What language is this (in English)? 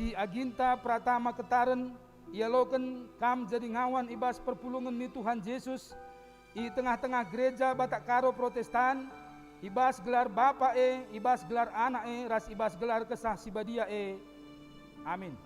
Batak Karo